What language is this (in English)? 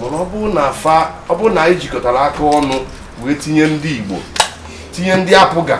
Igbo